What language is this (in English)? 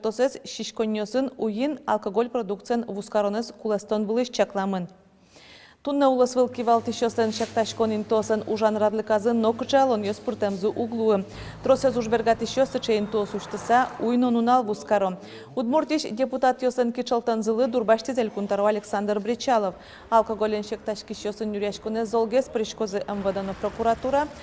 Udmurt